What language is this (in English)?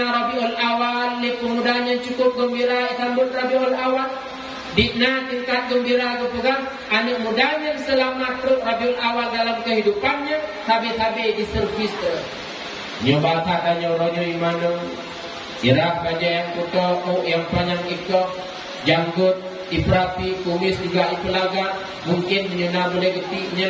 Achinese